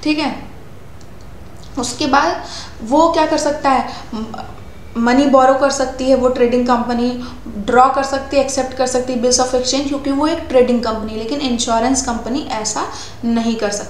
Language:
Hindi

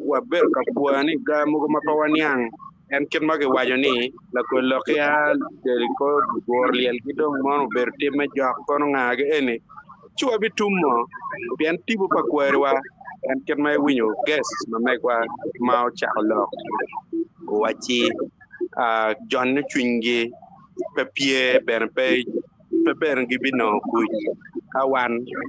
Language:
Acoli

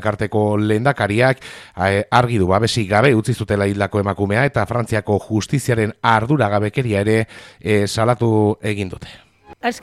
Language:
Basque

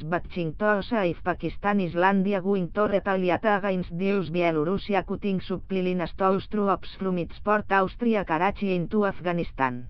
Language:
English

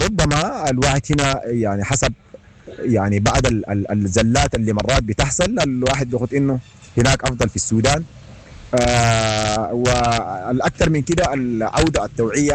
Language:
Sudanese Arabic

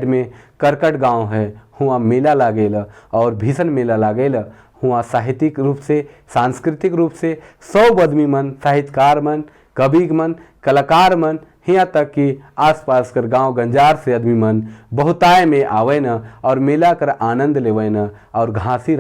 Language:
Sadri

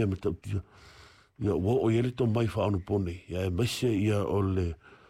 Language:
Samoan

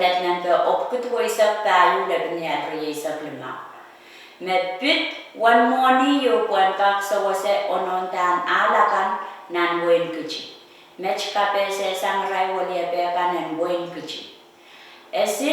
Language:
Pohnpeian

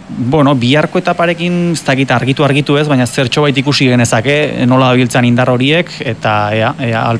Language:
Basque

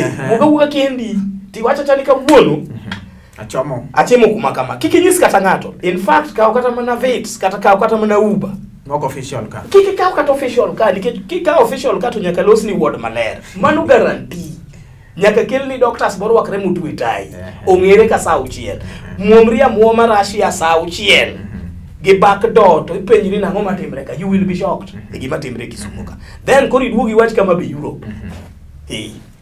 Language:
Luo (Kenya and Tanzania)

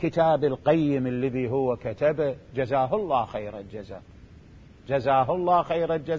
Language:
Mesopotamian Arabic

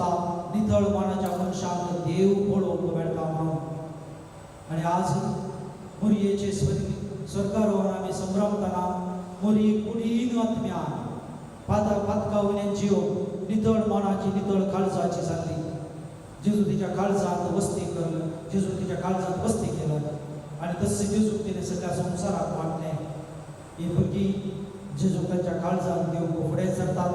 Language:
Konkani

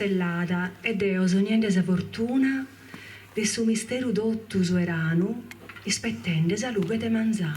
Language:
Sardinian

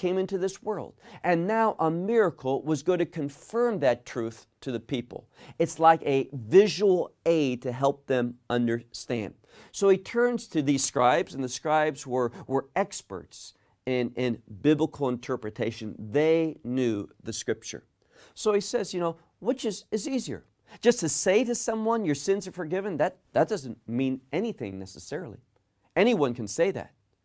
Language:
English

